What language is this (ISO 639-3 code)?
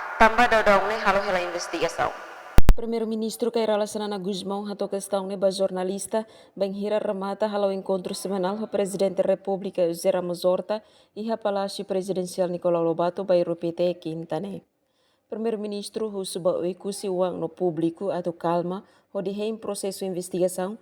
tet